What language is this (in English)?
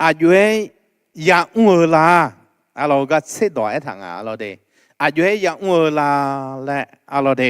Akha